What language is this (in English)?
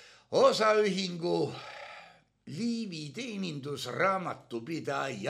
Estonian